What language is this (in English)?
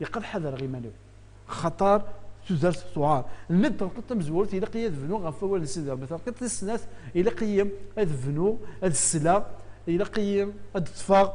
Kabyle